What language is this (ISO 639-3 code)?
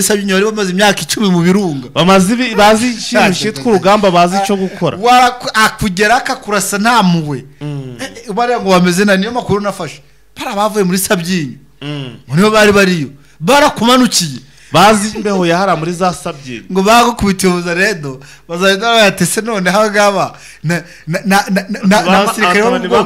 kin